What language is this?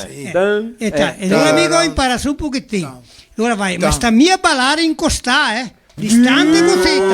Venetian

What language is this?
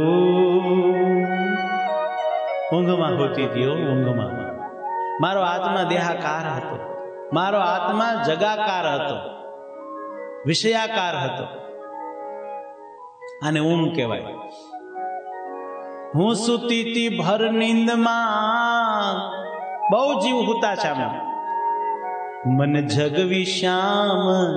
Gujarati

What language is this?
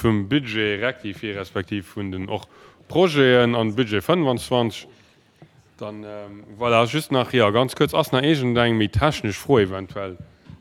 Luxembourgish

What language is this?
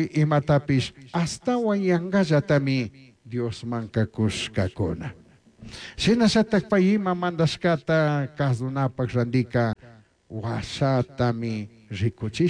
Chimborazo Highland Quichua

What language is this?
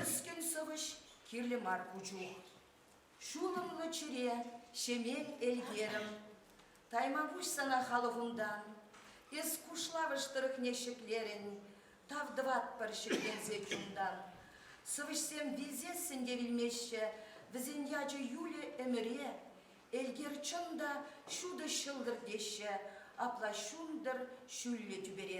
Chuvash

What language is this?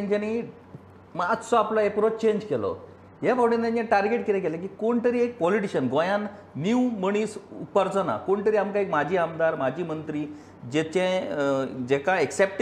Konkani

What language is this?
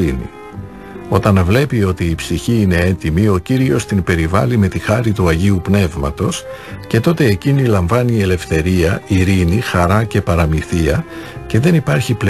Greek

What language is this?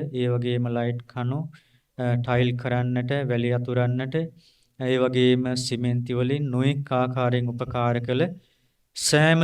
Sinhala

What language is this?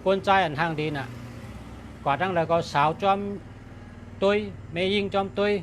Shan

